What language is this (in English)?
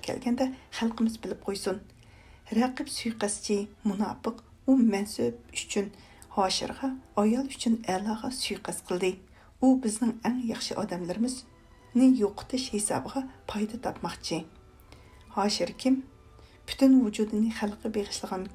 Uyghur